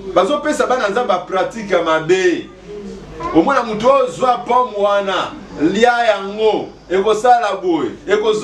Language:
Lingala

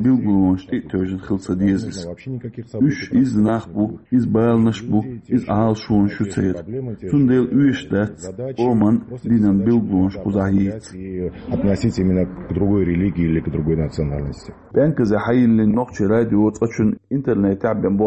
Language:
Chechen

